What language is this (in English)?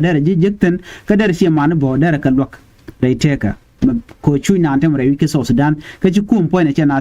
Nuer